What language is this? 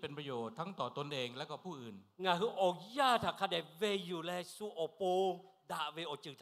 Lahu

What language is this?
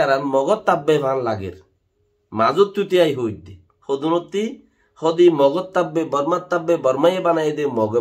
Rohingya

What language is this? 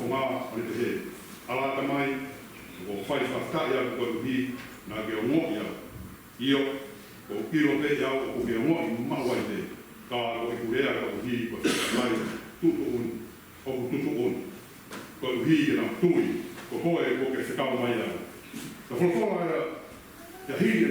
Tongan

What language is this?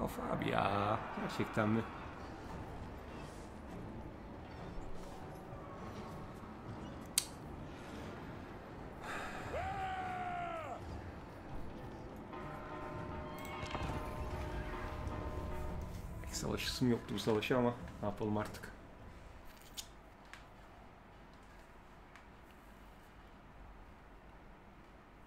Turkish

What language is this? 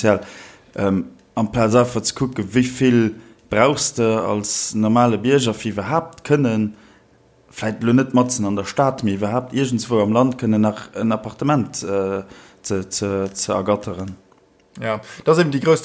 Luxembourgish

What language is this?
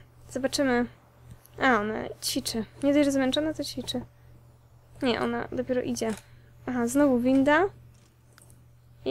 Polish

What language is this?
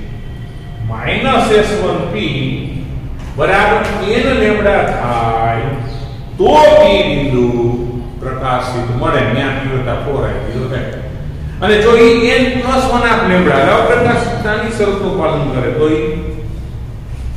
Gujarati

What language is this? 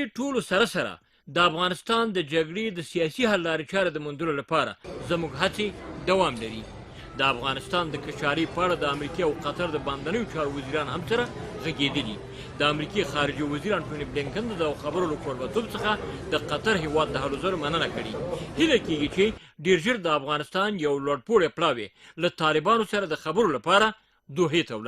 Pashto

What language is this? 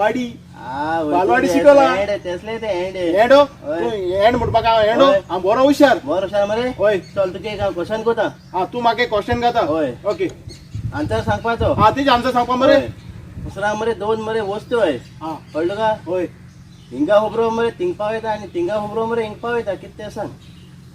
Konkani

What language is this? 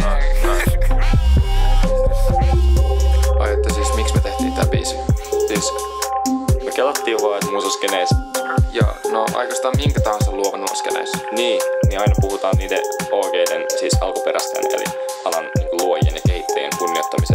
Finnish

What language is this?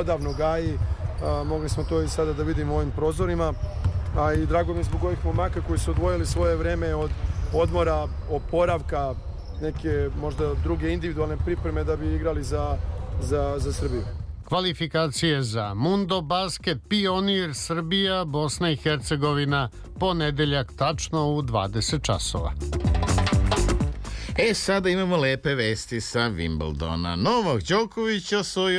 Serbian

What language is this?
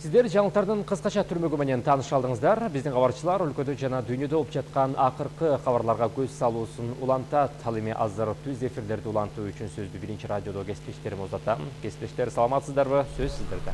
Kyrgyz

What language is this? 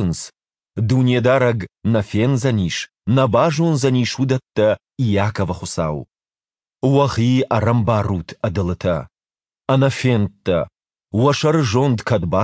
Ossetic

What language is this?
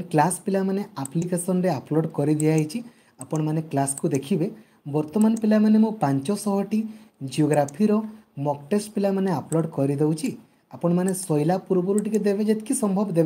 Odia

